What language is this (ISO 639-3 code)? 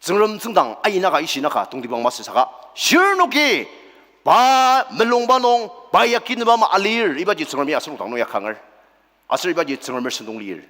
njo